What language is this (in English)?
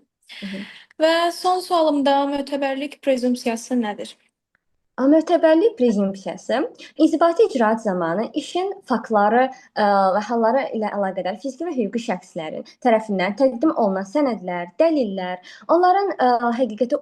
Azerbaijani